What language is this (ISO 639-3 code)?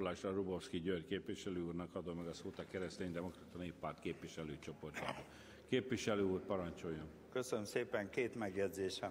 hun